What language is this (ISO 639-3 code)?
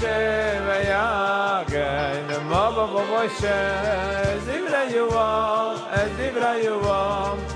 yid